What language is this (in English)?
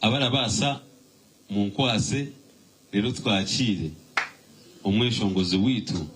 Nyankole